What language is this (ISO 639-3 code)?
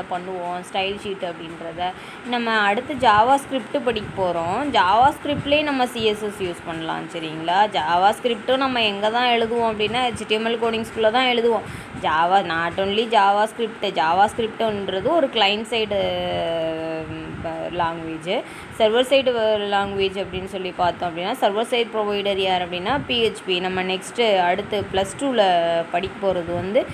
tam